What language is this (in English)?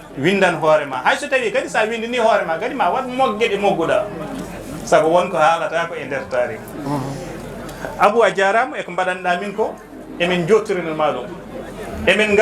Fula